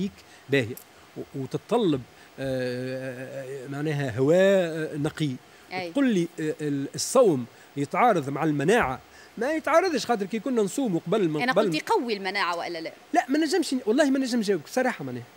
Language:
Tunisian Arabic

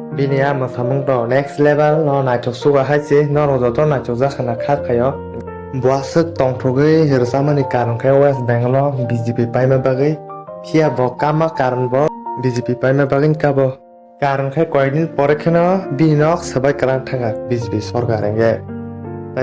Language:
Kok Borok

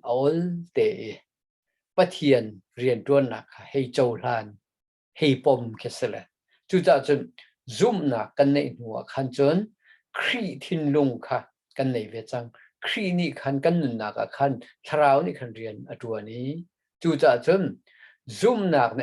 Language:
Hakha Chin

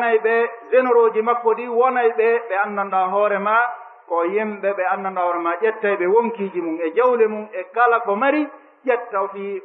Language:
Fula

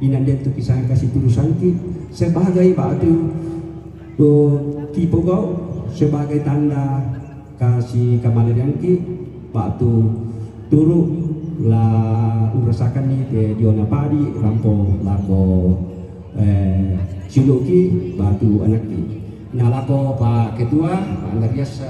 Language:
Toraja-Sa'dan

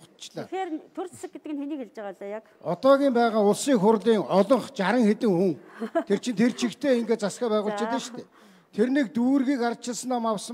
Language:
Mongolian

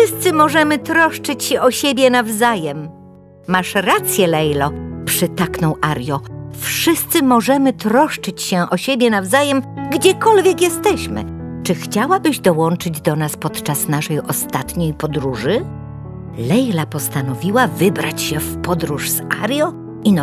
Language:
Polish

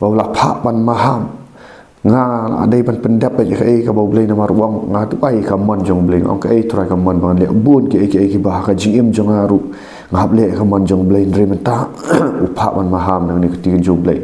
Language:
Khasi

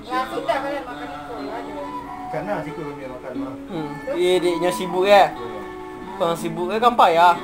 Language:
Minangkabau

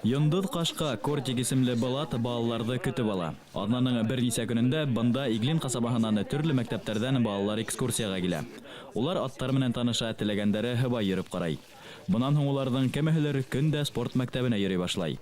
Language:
Bashkir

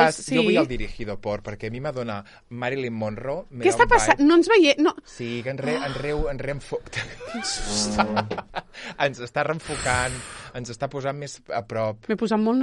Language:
Catalan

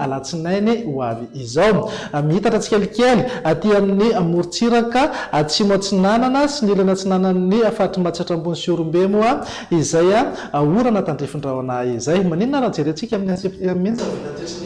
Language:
Malagasy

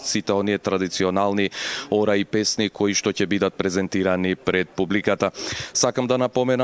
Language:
Macedonian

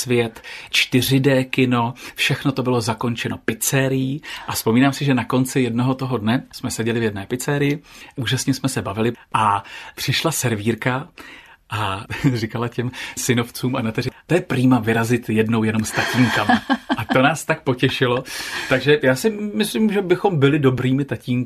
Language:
Czech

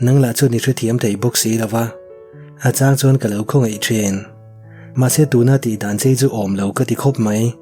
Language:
Mizo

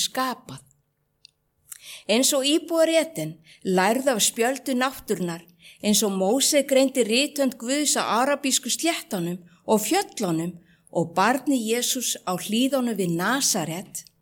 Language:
Icelandic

